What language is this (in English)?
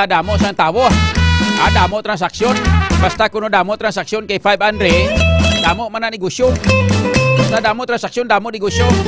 Hiligaynon